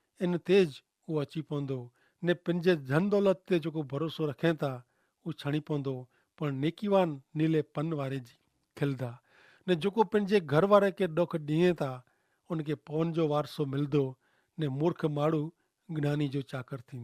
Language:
Kachhi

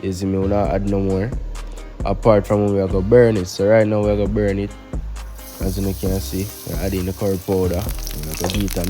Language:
Jamaican Creole English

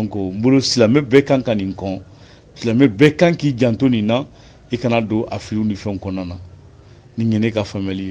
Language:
Bambara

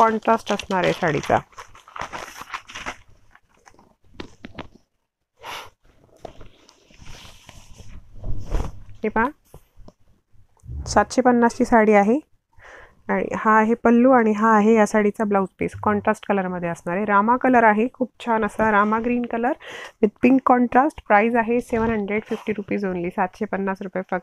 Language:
Marathi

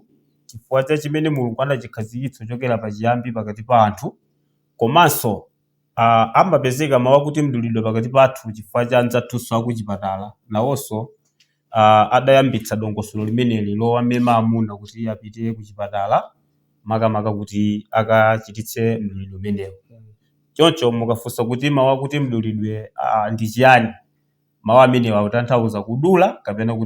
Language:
Nyanja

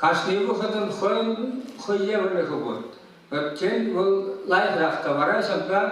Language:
Chuvash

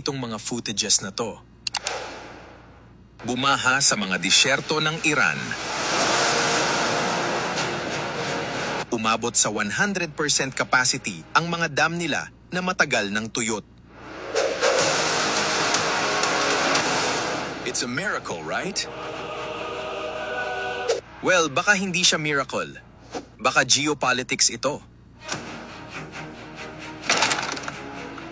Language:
Filipino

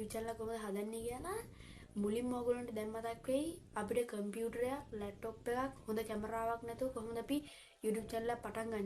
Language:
Sinhala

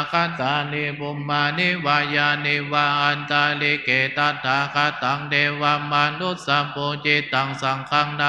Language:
Pali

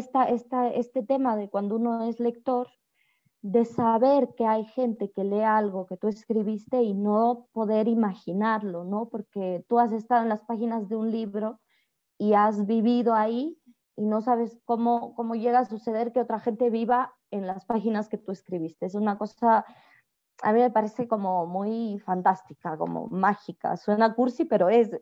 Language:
Spanish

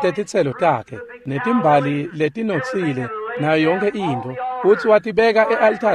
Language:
Swati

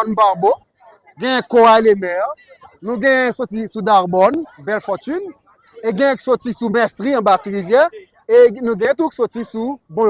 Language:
Haitian Creole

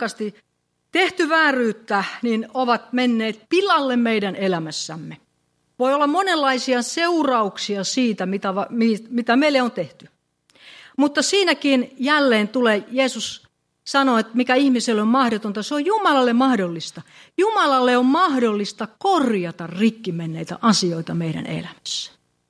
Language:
Finnish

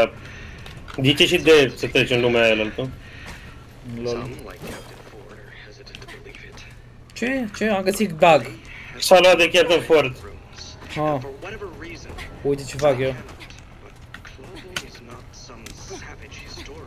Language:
Romanian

